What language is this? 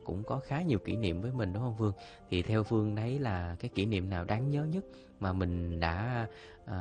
Vietnamese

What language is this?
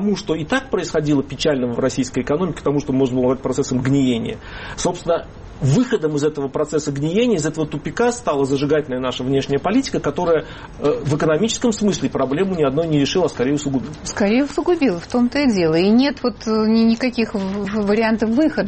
Russian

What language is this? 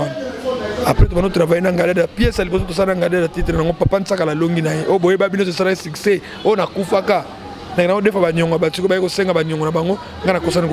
Lingala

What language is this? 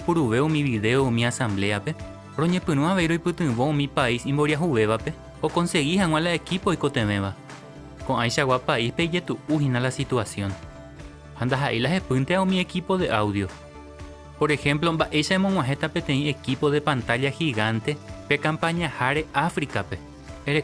Guarani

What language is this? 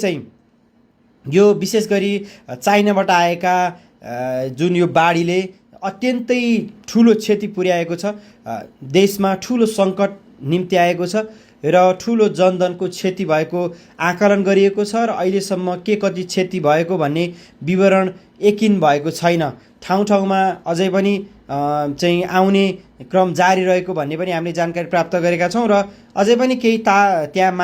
Nepali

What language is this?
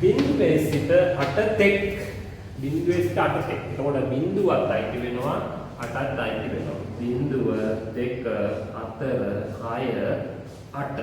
Sinhala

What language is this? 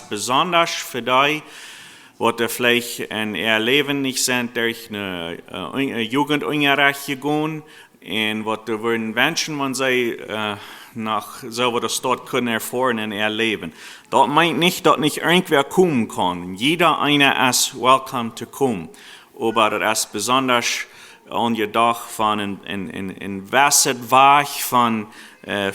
Plautdietsch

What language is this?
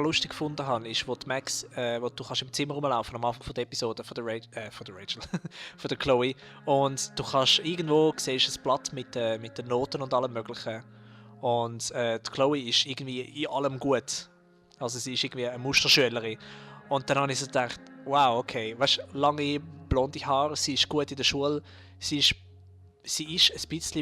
Swiss German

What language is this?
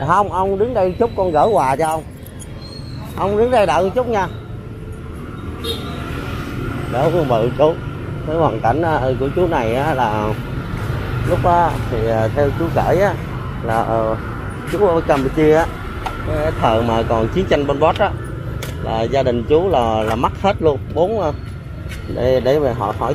Vietnamese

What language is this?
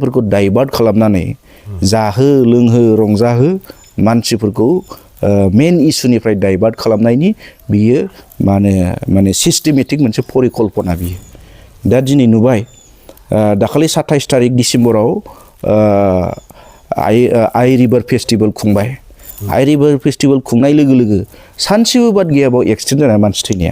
Bodo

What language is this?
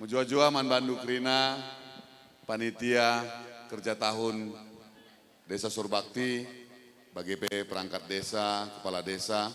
Batak Karo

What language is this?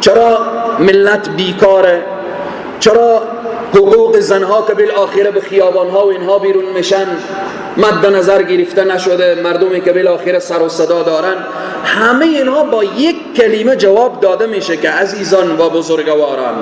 Persian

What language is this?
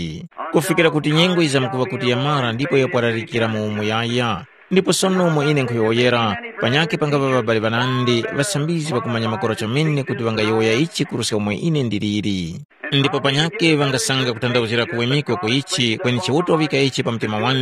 Tumbuka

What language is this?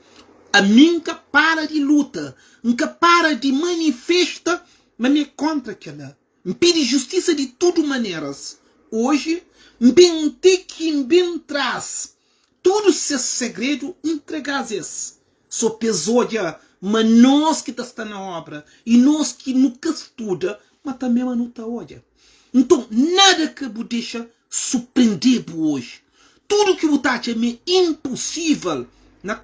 Kabuverdianu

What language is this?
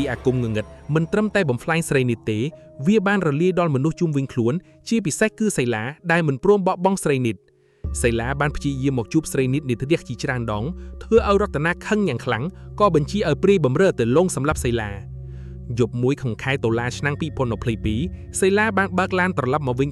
Khmer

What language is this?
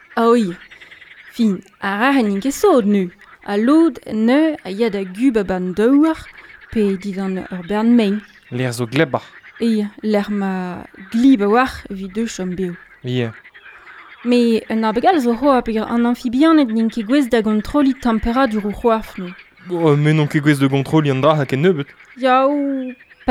Breton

